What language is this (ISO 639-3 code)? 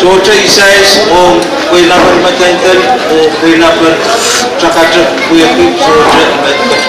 pon